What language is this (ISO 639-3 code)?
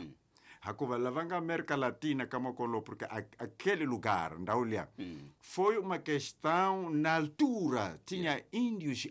tso